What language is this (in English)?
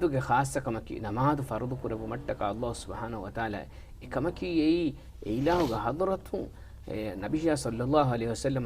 Divehi